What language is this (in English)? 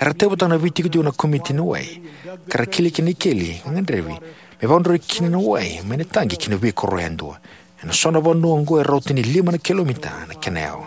Fijian